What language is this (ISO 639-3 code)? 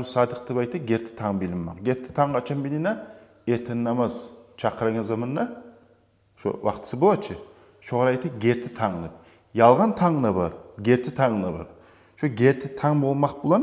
kum